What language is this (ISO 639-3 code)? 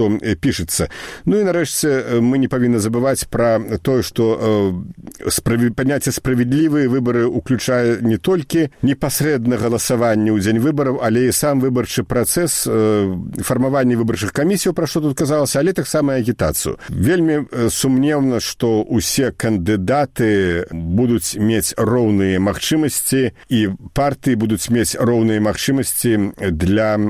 bel